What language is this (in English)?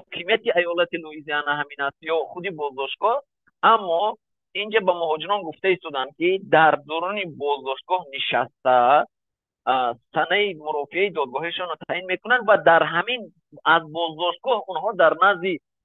Tajik